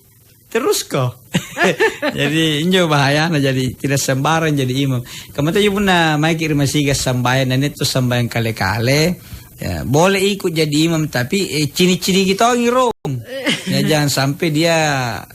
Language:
Makasar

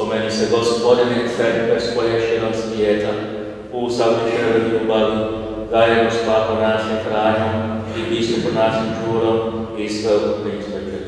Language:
Croatian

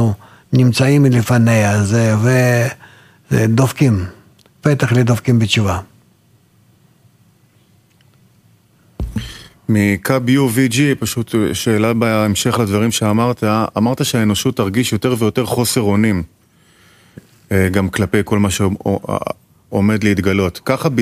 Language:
Hebrew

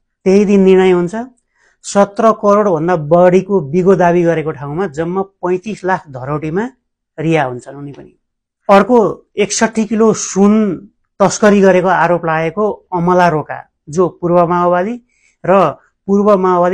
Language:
Nepali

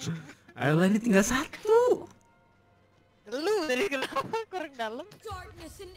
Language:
Indonesian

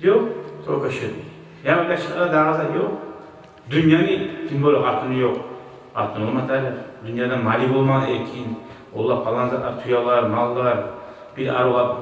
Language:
Kumyk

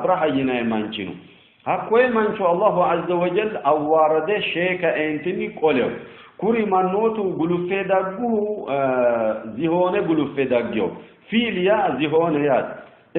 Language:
Sidamo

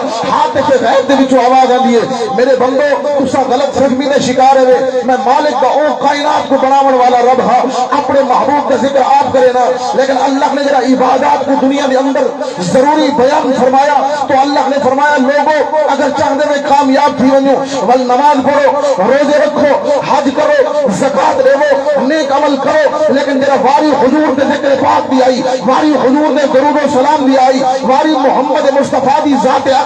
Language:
Saraiki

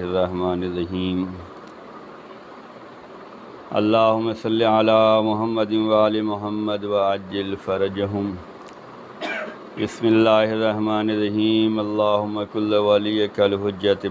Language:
Urdu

